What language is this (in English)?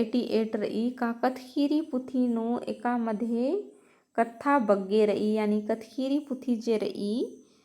Kurukh